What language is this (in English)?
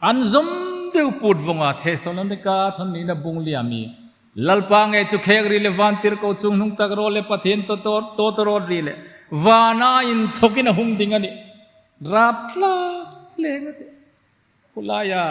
Hmar